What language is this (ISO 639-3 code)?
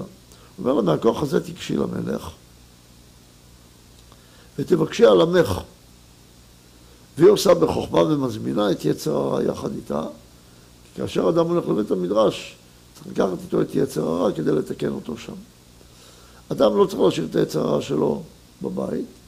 heb